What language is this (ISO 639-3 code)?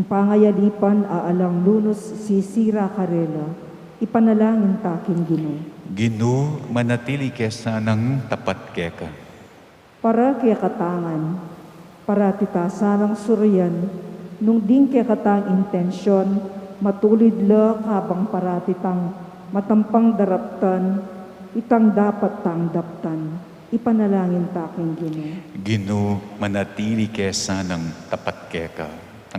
pam